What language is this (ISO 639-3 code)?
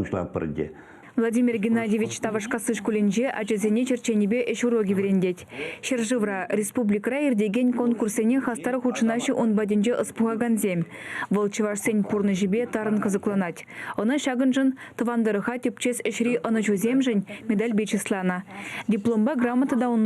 chv